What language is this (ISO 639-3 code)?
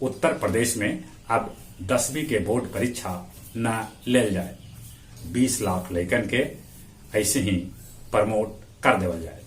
mag